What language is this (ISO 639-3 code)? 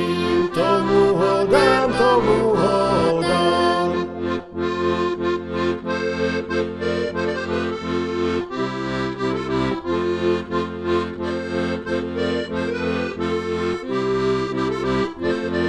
slk